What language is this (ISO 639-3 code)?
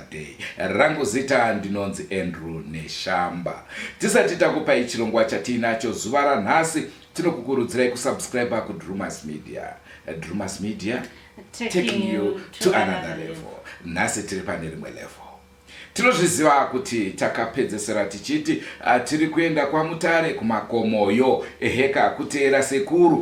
sna